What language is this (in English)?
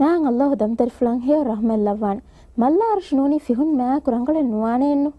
Divehi